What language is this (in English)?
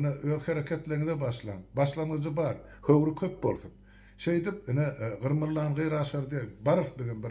Turkmen